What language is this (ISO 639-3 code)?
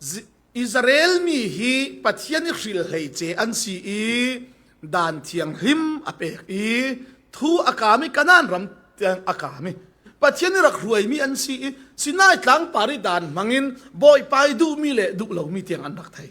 cfm